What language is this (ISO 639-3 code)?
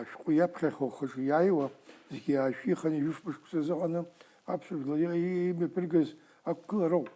abk